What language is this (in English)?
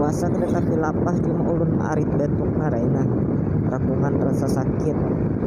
Banjar